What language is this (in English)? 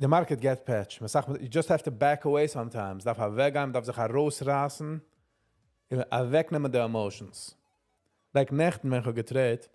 Yiddish